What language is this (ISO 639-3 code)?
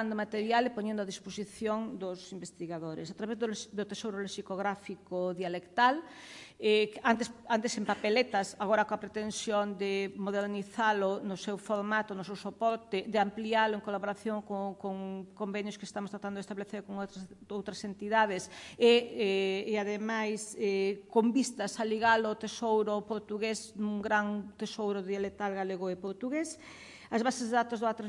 glg